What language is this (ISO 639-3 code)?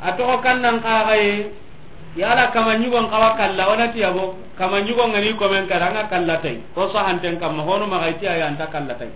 snk